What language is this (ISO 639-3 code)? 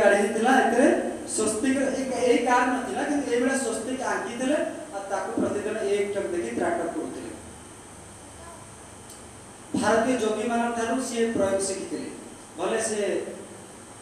ori